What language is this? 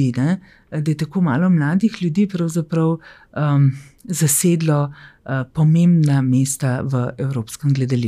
Slovenian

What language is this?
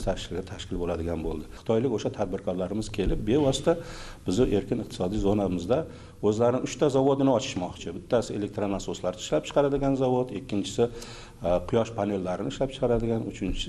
Uzbek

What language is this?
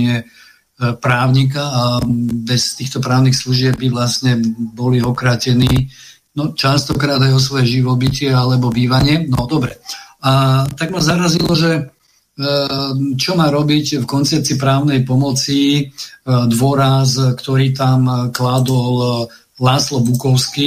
Slovak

